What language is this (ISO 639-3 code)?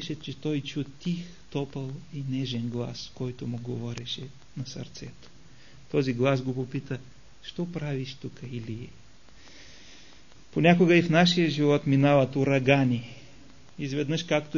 bul